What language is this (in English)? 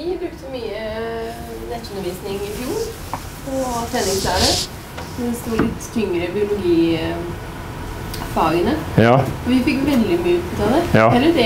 Norwegian